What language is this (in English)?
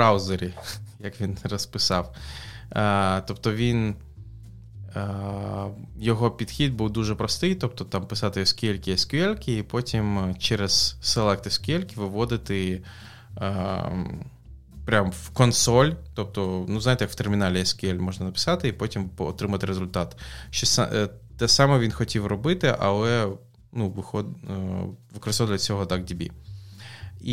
Ukrainian